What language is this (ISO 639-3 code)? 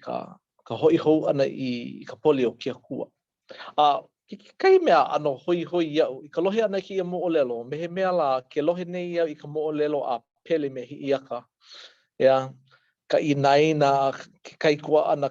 haw